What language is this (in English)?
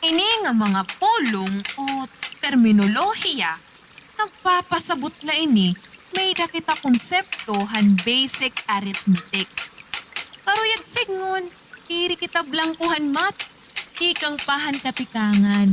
Waray